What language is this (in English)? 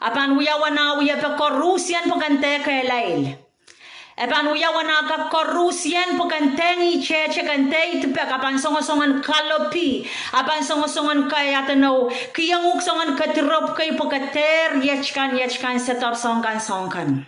Pohnpeian